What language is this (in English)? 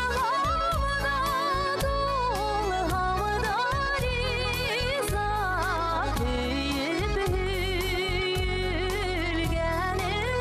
Bashkir